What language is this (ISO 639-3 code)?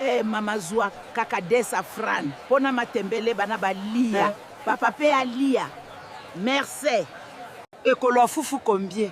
lin